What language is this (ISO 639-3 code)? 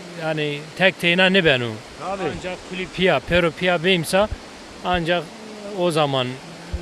zza